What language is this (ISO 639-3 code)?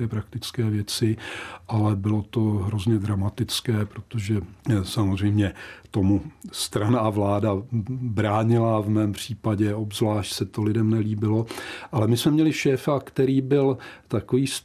ces